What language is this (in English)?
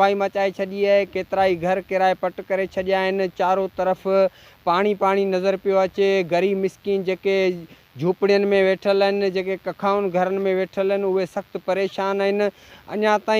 Sindhi